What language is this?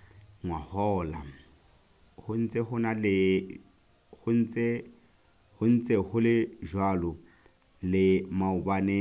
Southern Sotho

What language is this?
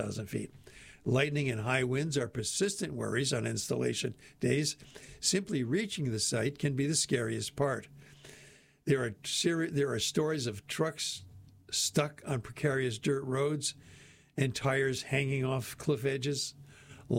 English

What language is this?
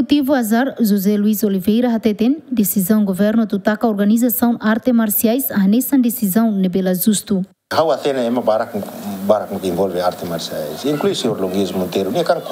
Tetum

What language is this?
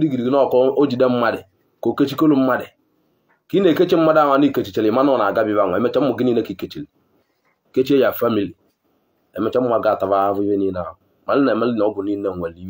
Igbo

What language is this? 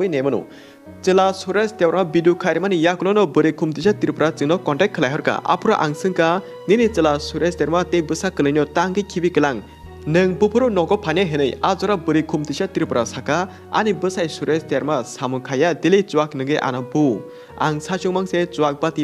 Kok Borok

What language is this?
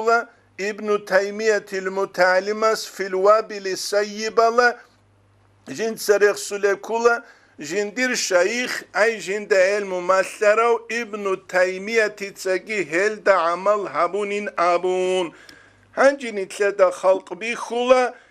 Avaric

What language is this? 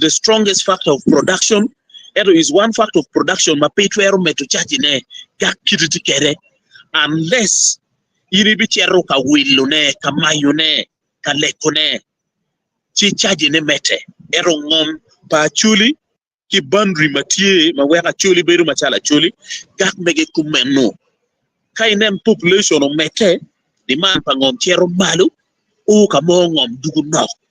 Acoli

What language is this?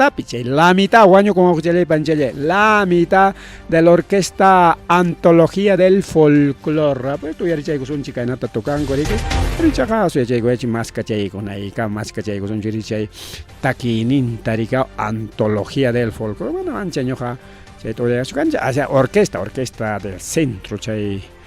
Ayacucho Quechua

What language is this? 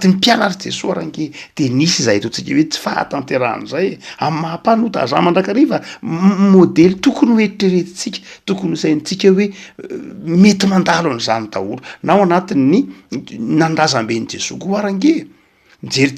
Malagasy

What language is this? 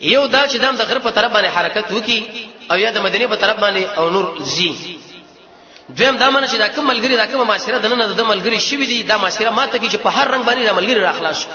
Pashto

